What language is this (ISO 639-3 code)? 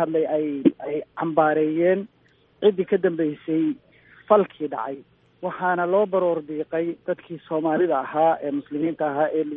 som